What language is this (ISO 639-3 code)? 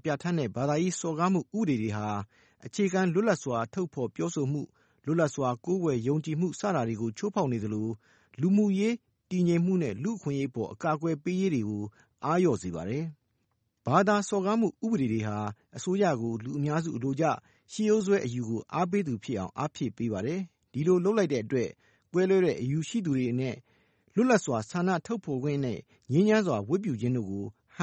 mya